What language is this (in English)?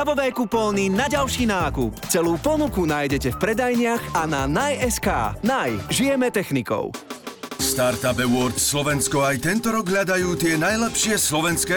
Slovak